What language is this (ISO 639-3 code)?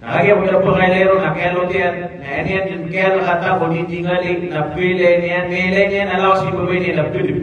mrw